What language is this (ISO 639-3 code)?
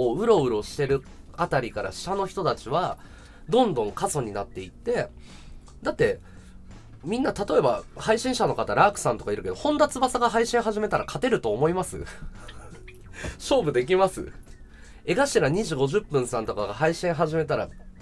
jpn